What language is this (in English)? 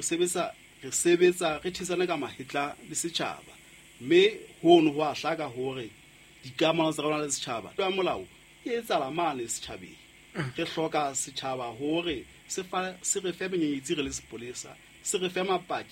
Southern Sotho